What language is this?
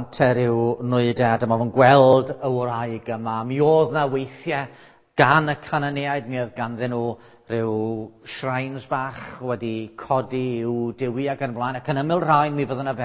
Welsh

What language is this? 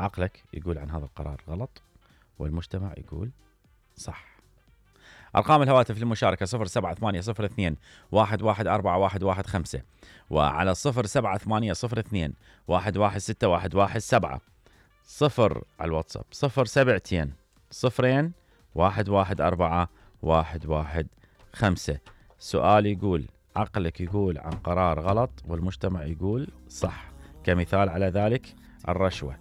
Mesopotamian Arabic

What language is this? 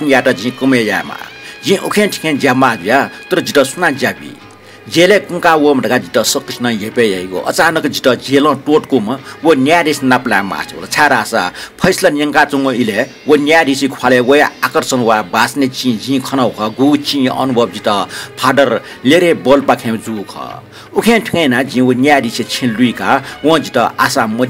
Newari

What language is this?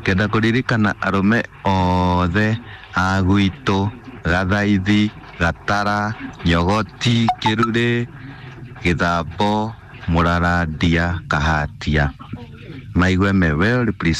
Kikuyu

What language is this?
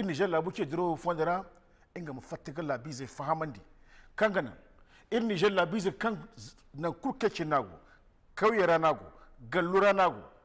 Zarma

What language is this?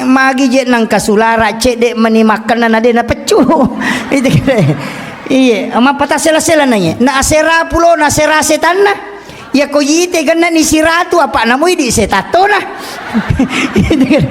Buginese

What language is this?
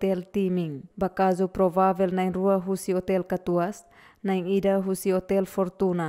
Tetum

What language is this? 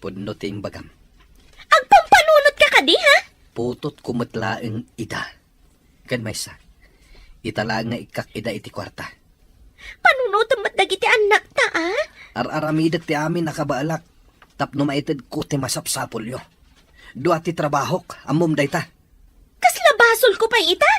Iloko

